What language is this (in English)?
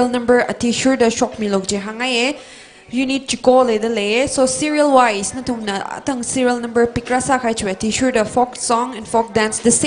Tangkhul Naga (India)